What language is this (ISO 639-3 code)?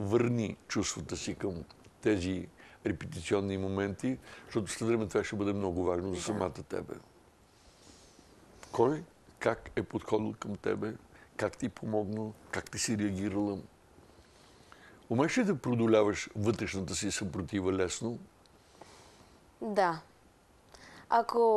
bul